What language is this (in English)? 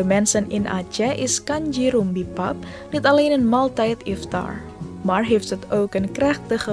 Dutch